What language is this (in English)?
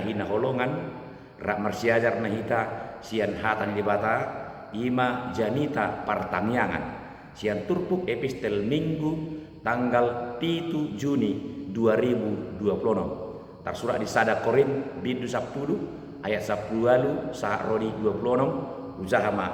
Batak Toba